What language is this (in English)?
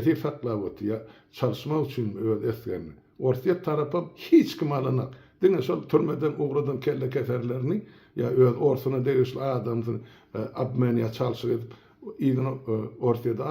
Turkmen